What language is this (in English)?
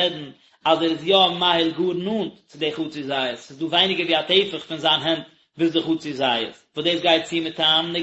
Yiddish